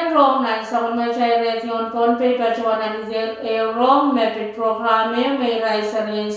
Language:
Pohnpeian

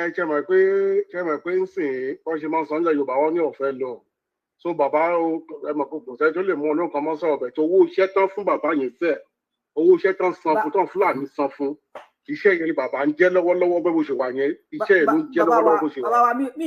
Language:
Yoruba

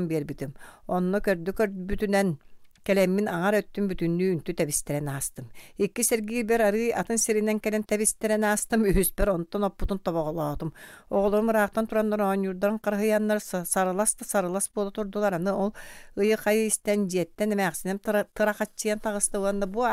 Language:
Yakut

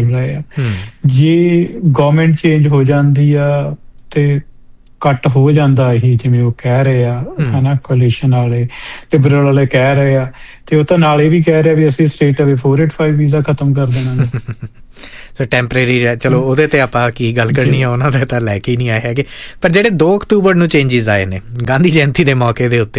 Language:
Punjabi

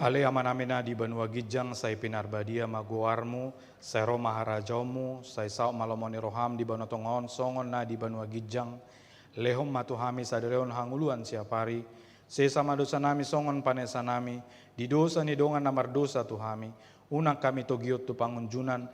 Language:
Batak Toba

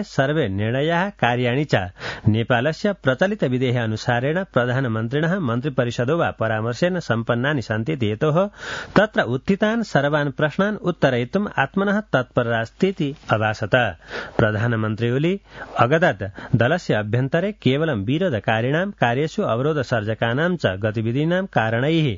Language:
Sanskrit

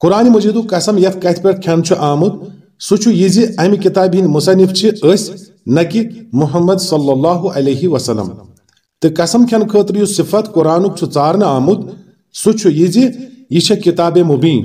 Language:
Kashmiri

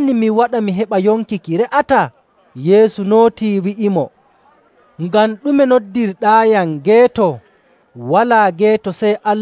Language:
Nigerian Fulfulde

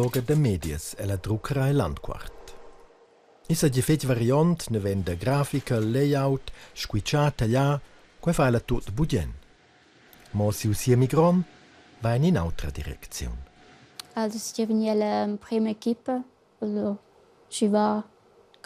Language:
Romansh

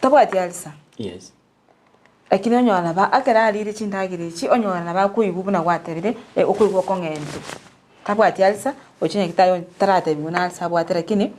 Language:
Gusii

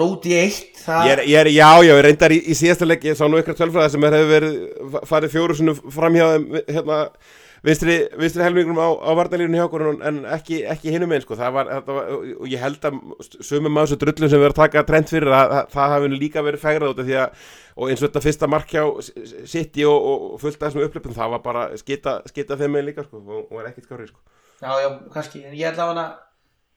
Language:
Icelandic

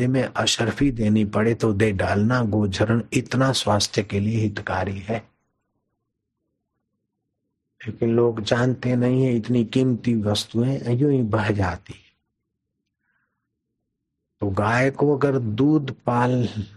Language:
Hindi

